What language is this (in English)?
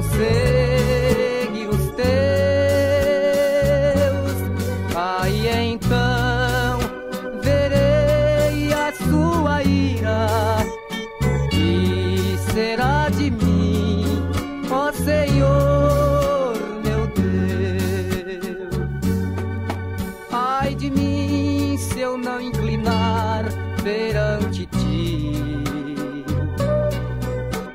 Portuguese